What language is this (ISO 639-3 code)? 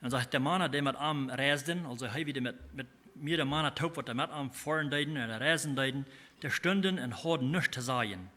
pdt